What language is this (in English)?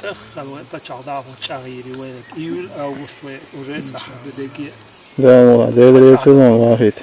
Chechen